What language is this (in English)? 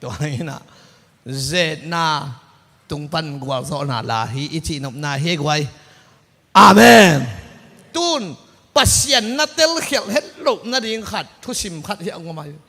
Tedim Chin